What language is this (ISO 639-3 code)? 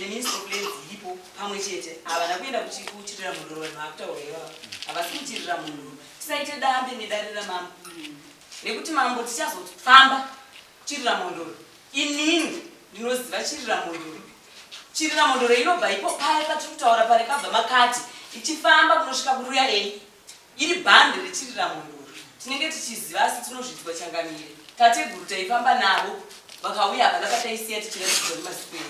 sna